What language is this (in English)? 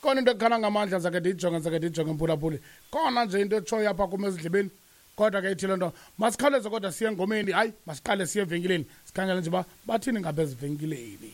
Xhosa